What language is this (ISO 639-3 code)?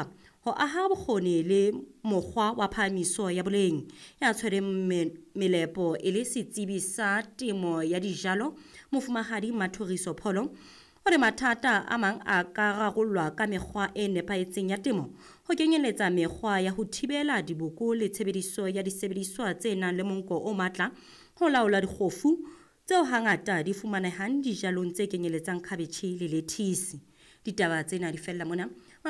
sot